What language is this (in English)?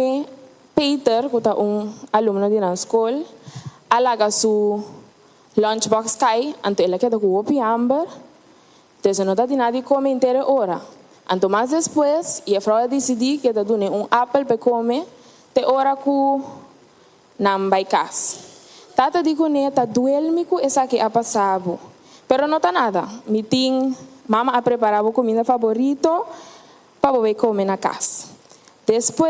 Papiamento